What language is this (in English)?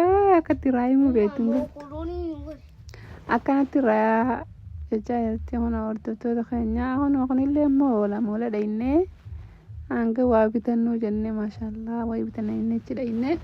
Oromo